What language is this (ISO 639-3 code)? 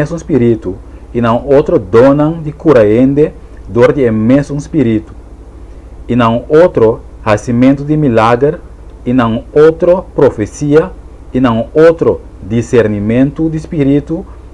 pap